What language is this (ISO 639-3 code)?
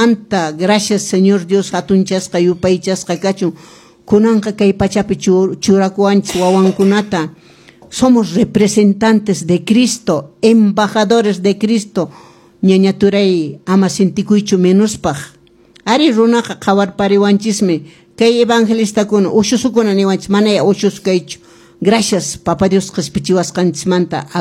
que